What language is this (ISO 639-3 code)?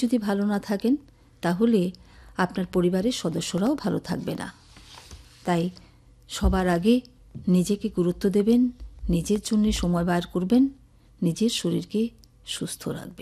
ben